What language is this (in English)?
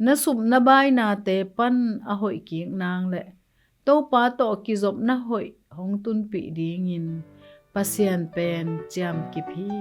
Tedim Chin